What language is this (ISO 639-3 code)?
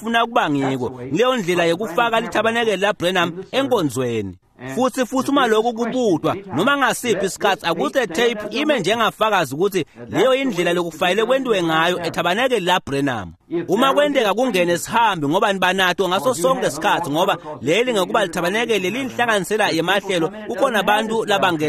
ssw